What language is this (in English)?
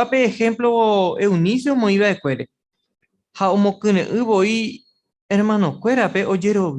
Guarani